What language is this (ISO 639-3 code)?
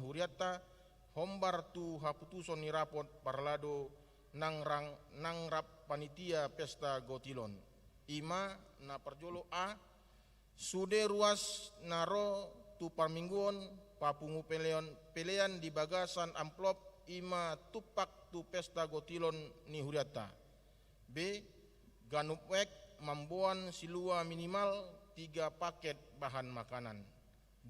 bbc